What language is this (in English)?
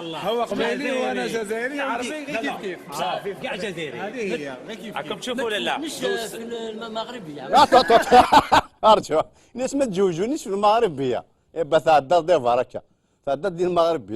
Kabyle